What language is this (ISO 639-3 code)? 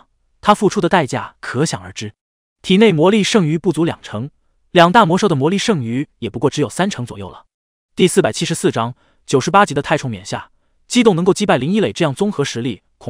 zho